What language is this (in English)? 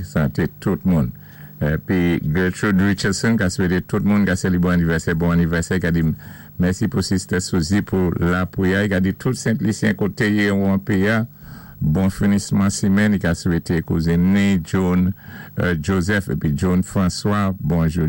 Saint Lucian Creole French